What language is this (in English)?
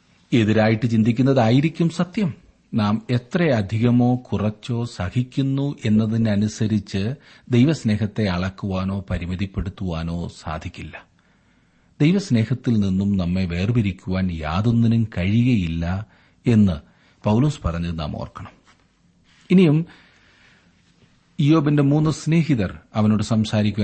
Malayalam